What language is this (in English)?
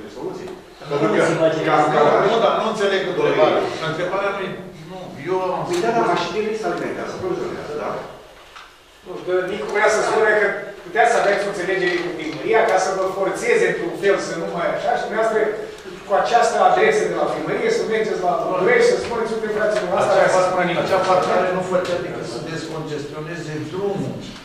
Romanian